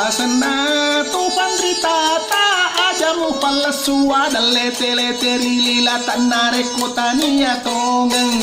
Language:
Buginese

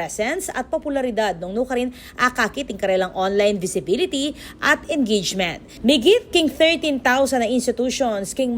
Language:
Pampanga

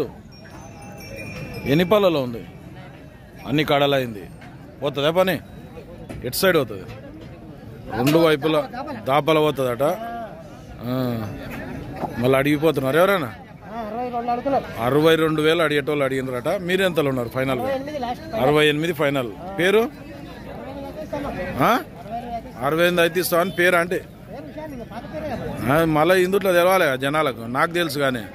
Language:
Telugu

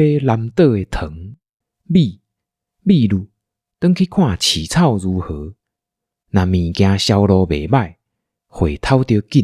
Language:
Min Nan Chinese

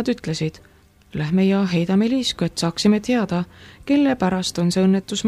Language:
Estonian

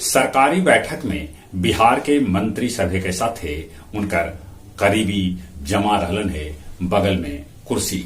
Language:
Magahi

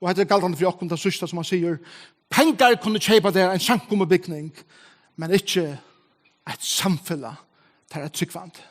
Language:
Faroese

